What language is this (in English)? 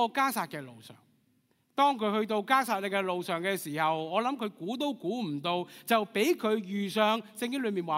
Cantonese